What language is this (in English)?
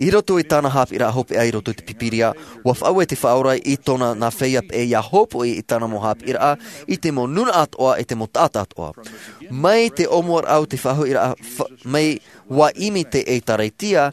Tahitian